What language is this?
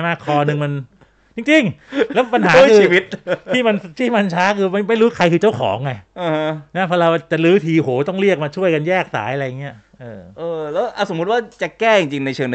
Thai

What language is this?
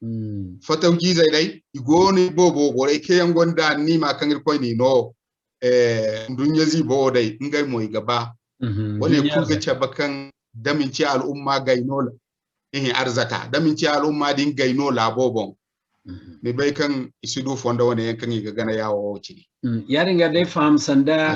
Zarma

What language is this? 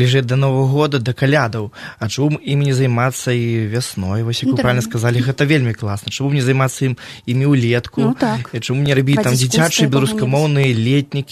Belarusian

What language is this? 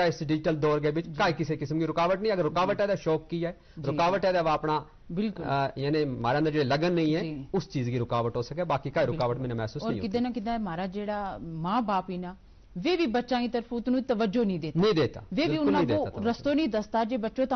Gujari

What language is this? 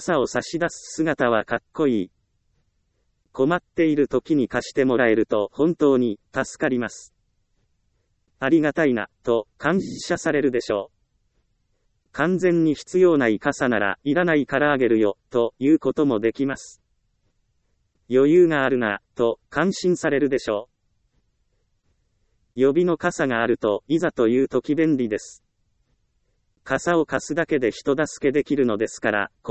Japanese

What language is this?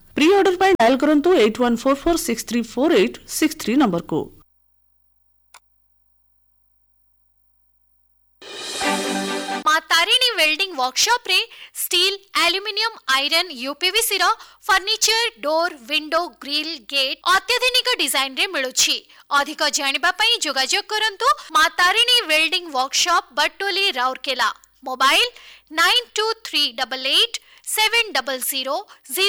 Odia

